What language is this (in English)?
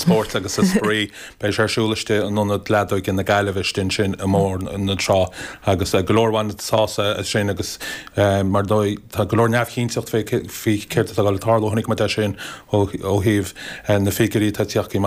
Irish